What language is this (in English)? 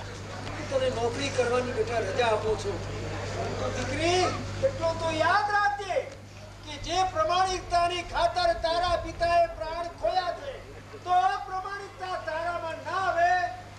Gujarati